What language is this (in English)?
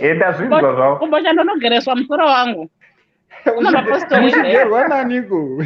Shona